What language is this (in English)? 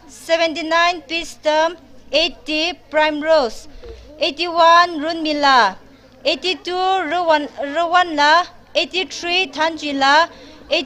Tangkhul Naga (India)